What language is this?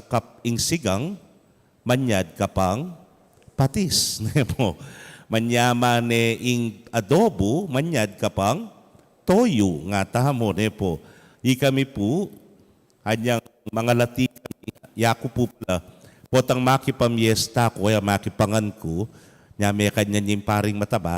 Pampanga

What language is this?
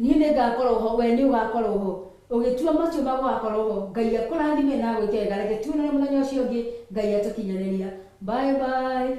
Kikuyu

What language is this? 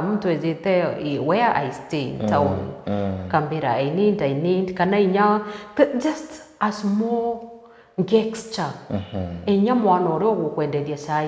Meru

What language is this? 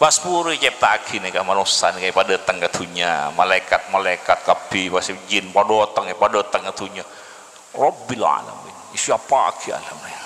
Madurese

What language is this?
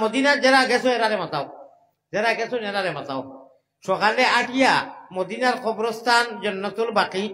Sylheti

